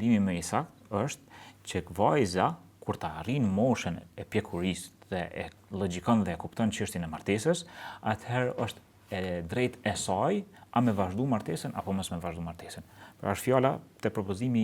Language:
Albanian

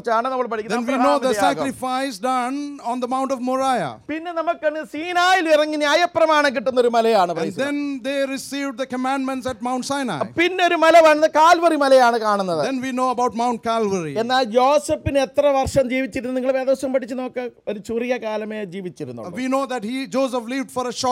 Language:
Malayalam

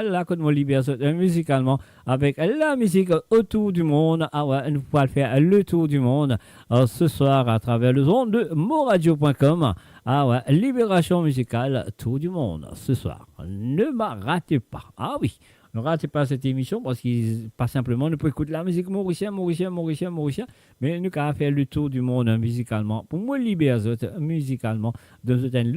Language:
Morisyen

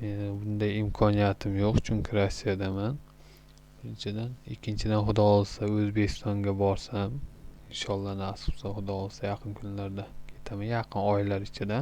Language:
Uzbek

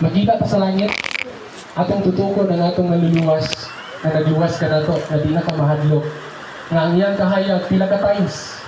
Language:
Cebuano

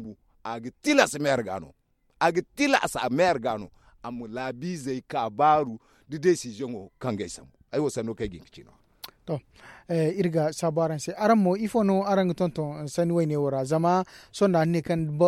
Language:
Zarma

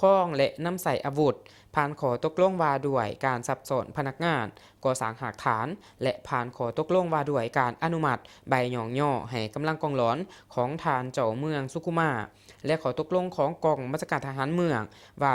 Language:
Lao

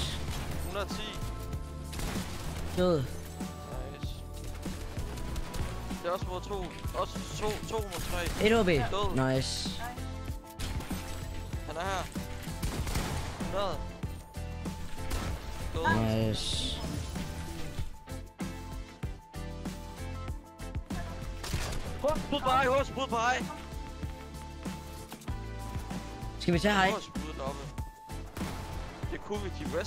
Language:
Danish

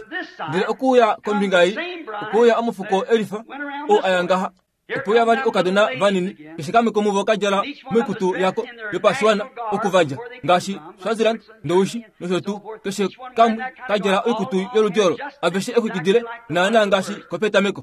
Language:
Kuanyama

